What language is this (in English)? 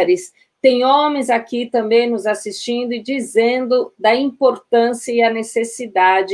Portuguese